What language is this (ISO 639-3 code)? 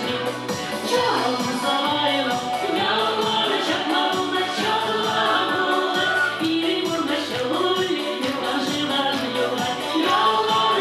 chv